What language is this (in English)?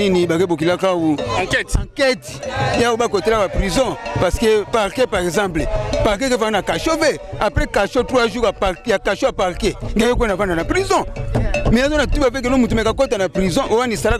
Kituba (Democratic Republic of Congo)